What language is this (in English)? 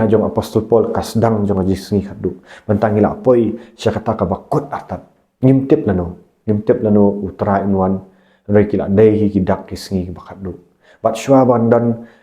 Khasi